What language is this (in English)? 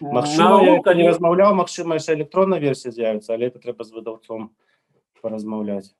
Belarusian